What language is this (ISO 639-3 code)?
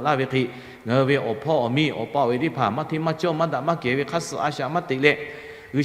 lhu